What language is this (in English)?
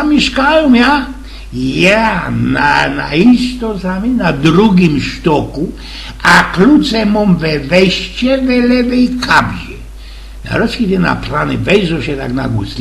Silesian